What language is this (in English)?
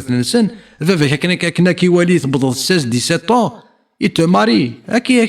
Kabyle